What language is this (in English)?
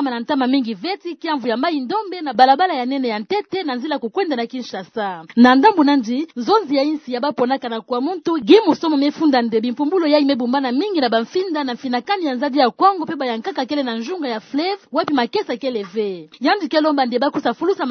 Kituba (Democratic Republic of Congo)